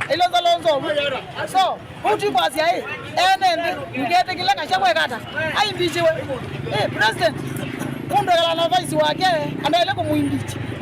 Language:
Kamba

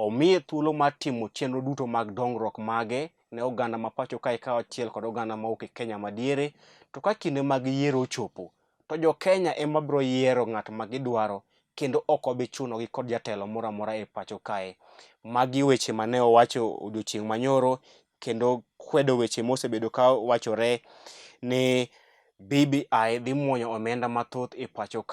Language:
Luo (Kenya and Tanzania)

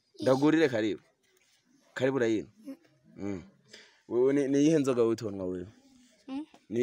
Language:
Rundi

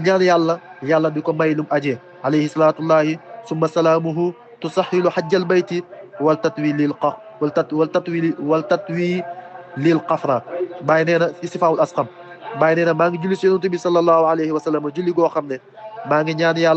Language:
Wolof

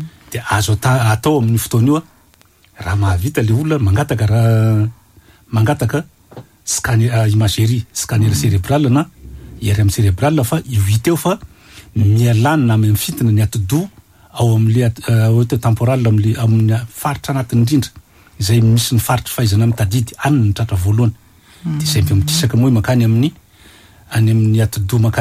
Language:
Malagasy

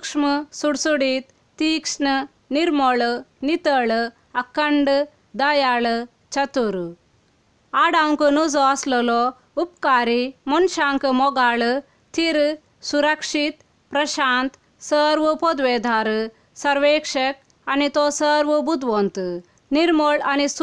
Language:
Konkani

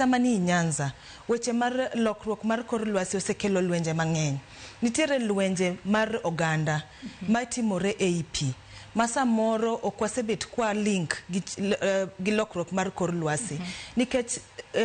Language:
Luo (Kenya and Tanzania)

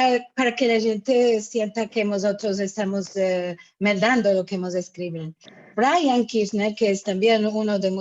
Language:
Ladino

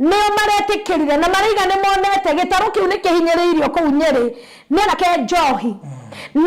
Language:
Kikuyu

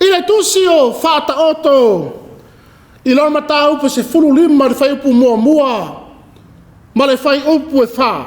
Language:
Samoan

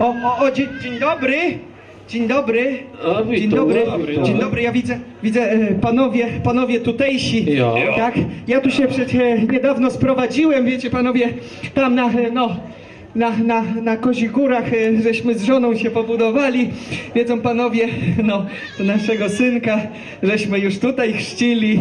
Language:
Kashubian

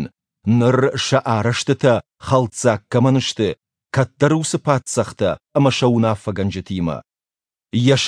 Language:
Ossetic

